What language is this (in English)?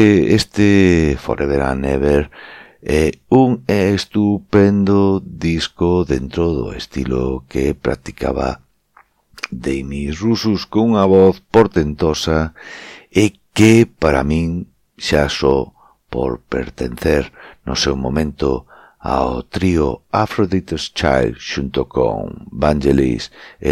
Galician